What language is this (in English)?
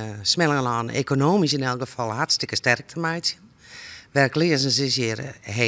Western Frisian